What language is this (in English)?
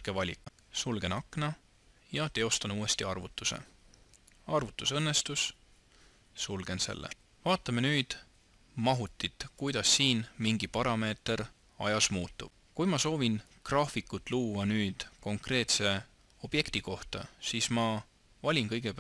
Estonian